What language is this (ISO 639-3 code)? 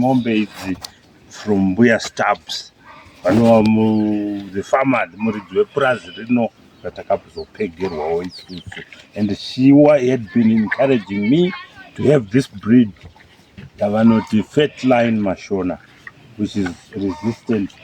sna